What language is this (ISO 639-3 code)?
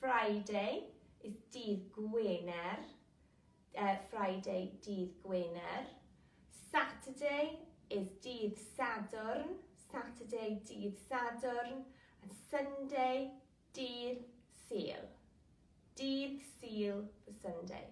cym